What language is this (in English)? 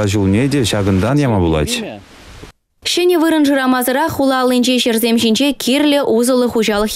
Chuvash